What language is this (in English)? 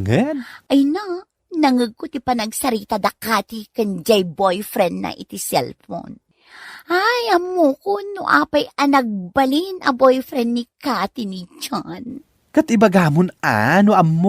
Iloko